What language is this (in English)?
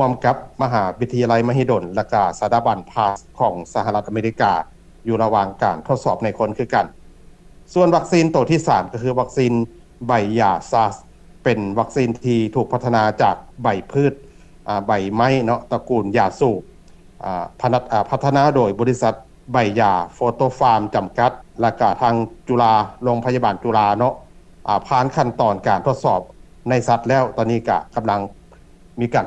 Lao